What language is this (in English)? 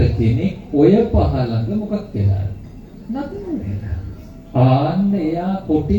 Sinhala